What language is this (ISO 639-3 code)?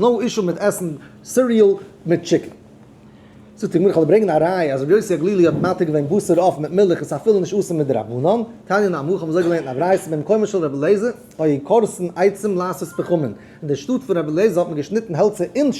yid